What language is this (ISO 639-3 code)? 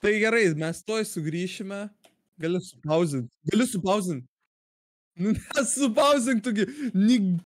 lit